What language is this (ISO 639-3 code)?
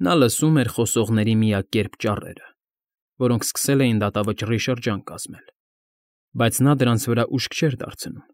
hye